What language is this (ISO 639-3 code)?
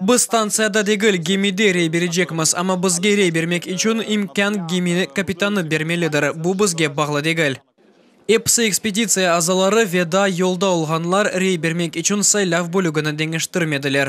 crh